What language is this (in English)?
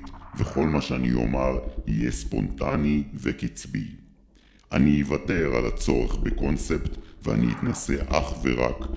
Hebrew